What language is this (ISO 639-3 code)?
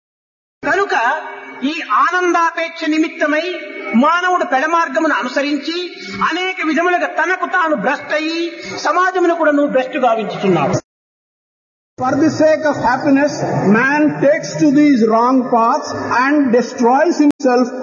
tel